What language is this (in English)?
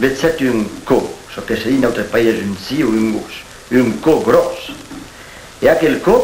Occitan